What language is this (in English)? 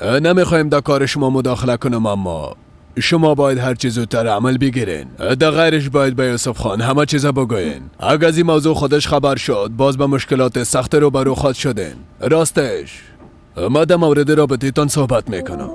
Persian